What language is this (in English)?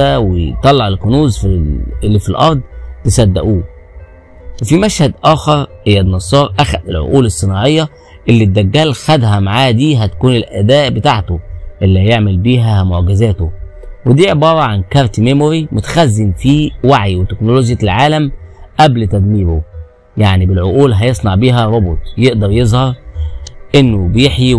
Egyptian Arabic